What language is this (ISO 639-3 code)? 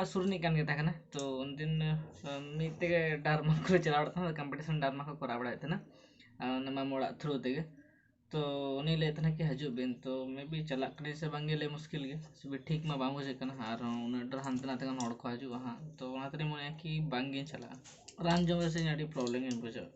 sat